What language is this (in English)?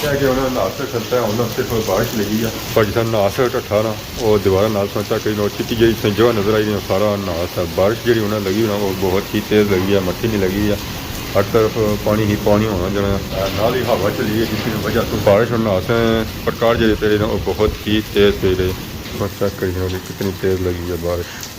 Pahari-Potwari